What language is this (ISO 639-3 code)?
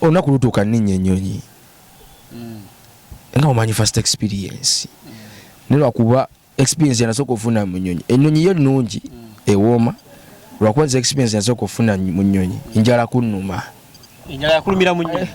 lug